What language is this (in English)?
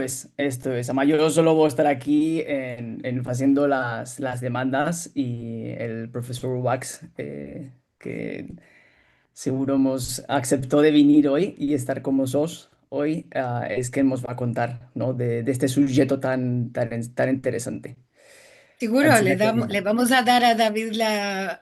Ladino